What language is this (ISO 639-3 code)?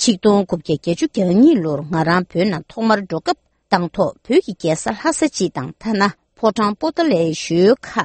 bod